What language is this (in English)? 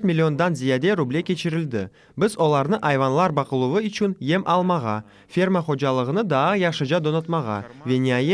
Crimean Tatar